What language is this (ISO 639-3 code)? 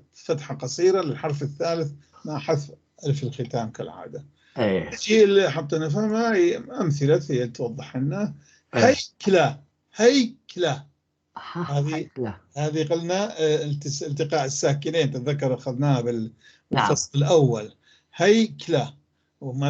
apc